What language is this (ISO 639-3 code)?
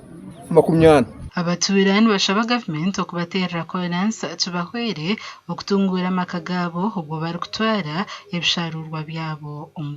nyn